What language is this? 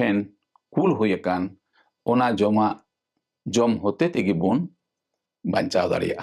Santali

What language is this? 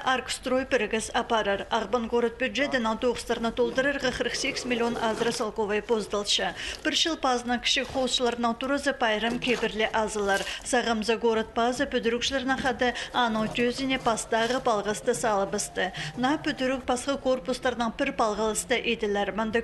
Khakas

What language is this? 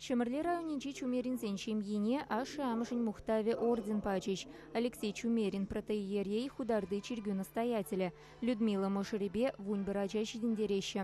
Chuvash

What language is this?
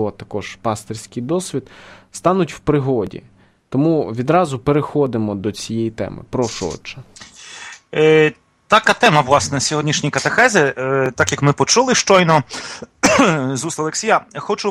Ukrainian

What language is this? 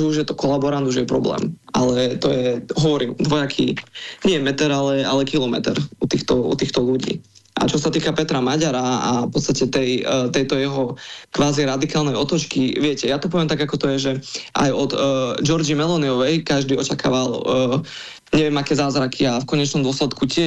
Slovak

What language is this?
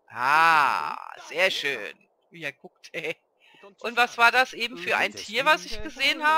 German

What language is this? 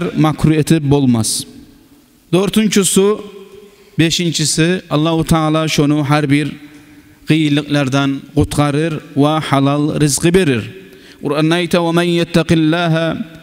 Kumyk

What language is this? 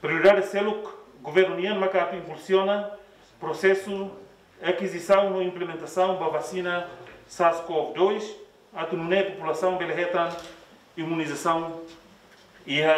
Tetum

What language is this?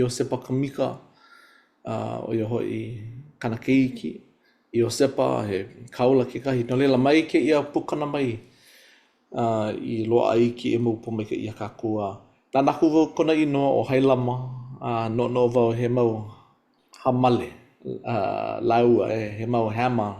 Hawaiian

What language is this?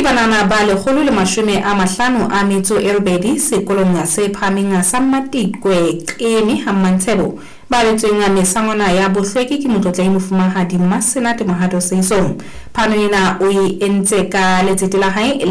Southern Sotho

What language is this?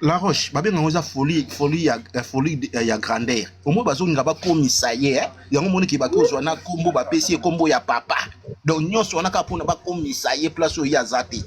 Lingala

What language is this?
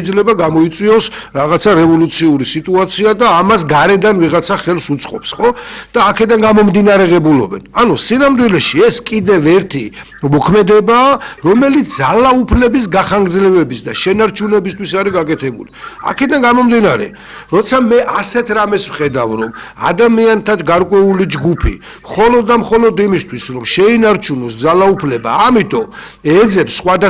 Georgian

